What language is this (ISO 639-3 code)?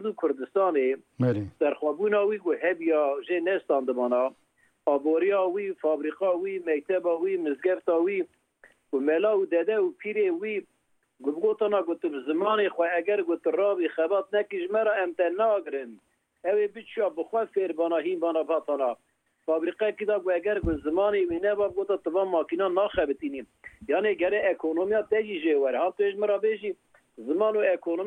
kur